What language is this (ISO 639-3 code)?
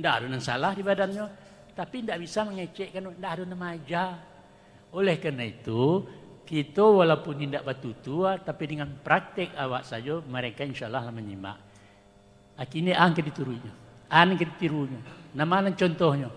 min